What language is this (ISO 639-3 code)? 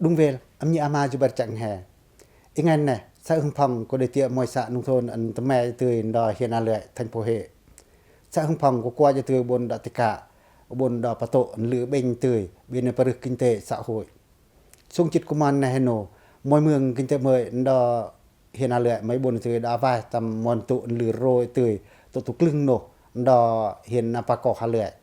pac